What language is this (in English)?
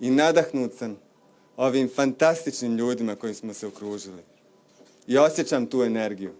Bosnian